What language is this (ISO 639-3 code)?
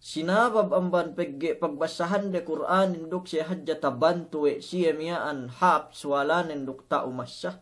yka